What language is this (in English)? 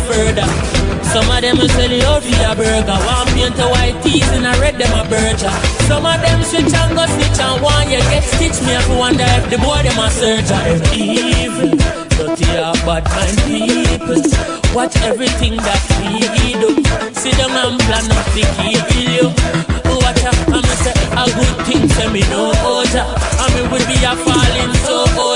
Jamaican Creole English